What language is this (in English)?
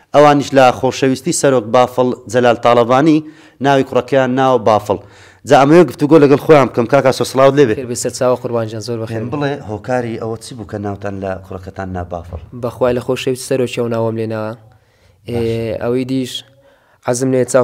Central Kurdish